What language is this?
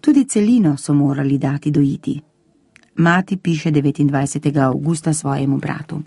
Slovenian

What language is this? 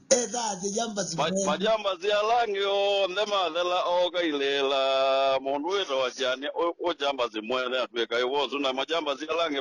Kamba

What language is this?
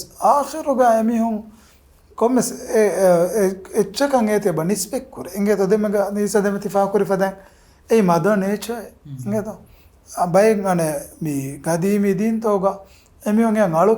Divehi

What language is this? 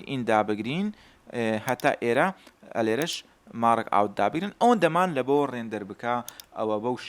Central Kurdish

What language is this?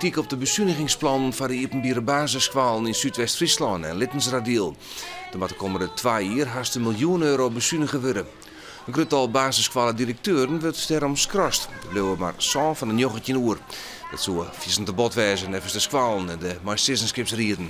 Western Frisian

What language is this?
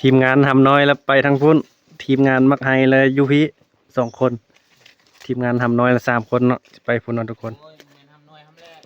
Northeastern Thai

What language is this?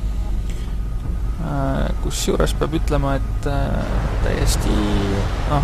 Estonian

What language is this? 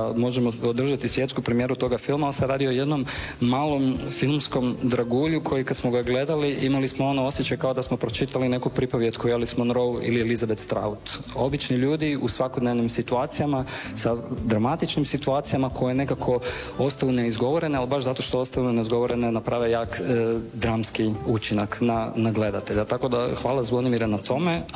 Croatian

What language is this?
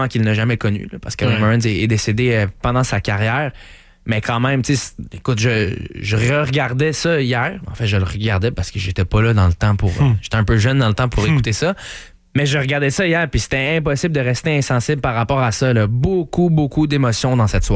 French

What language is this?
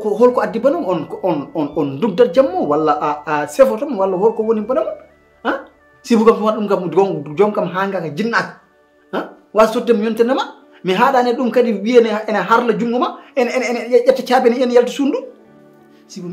Fula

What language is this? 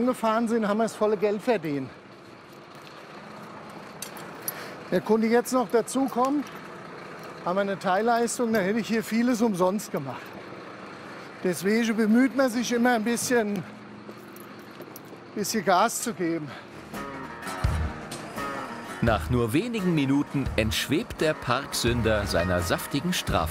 German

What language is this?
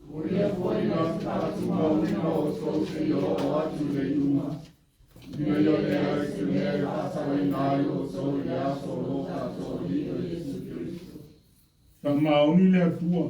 Samoan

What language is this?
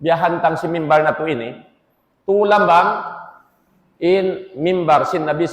Tausug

